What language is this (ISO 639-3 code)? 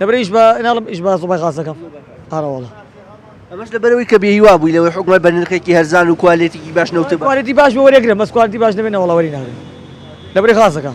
ckb